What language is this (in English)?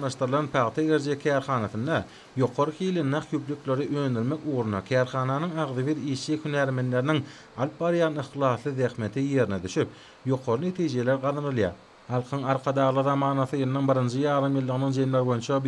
Turkmen